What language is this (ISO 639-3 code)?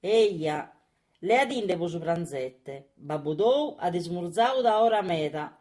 srd